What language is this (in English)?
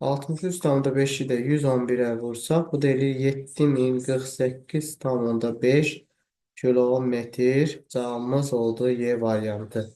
Azerbaijani